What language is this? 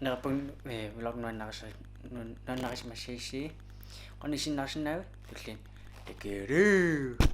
Kalaallisut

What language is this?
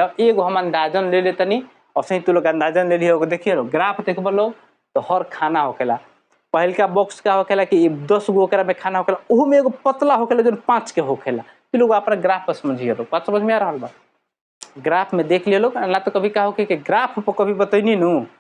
Bhojpuri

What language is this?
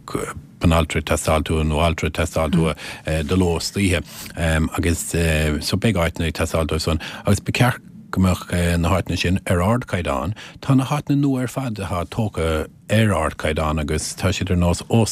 Irish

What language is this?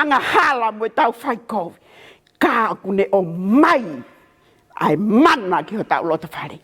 Tongan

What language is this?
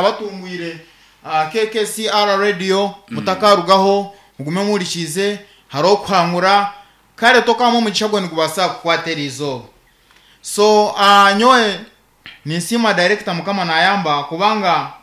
Nyankole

